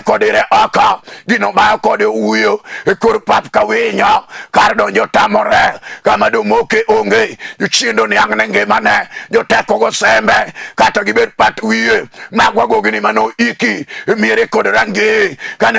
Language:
Luo (Kenya and Tanzania)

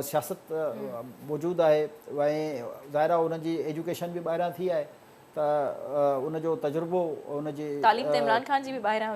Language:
Sindhi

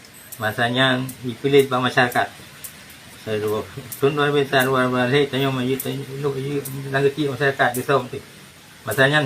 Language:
Achinese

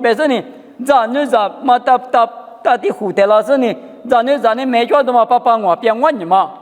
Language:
Lisu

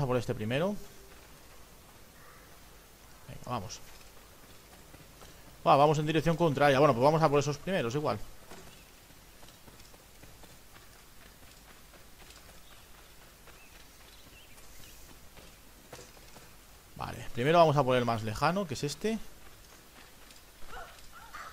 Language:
Spanish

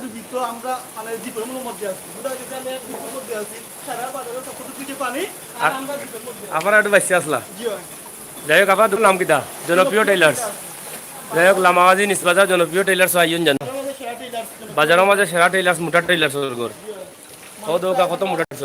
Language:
Sylheti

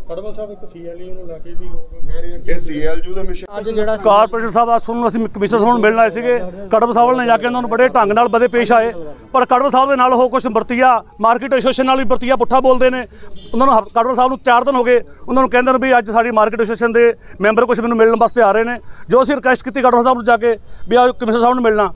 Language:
Punjabi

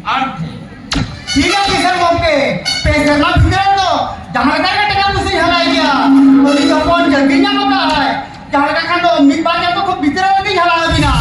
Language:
Santali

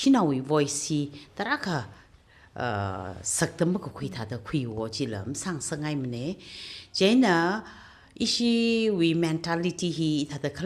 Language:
Tangkhul Naga (India)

